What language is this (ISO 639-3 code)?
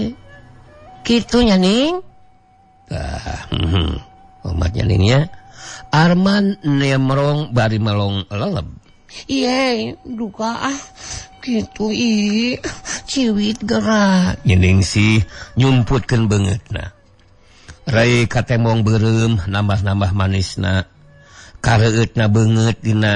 sun